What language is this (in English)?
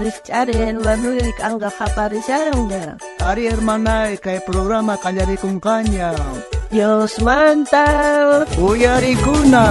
South Bolivian Quechua